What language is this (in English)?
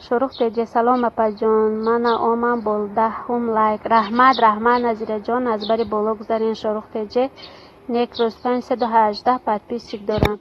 Tajik